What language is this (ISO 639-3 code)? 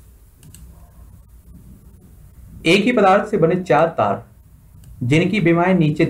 hin